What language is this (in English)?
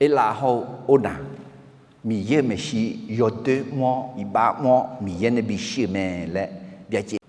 Akha